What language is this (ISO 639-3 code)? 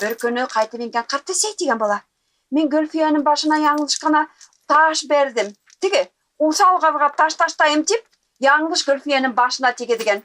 bak